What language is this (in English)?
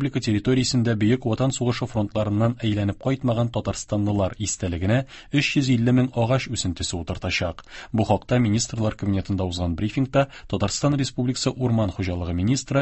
Tatar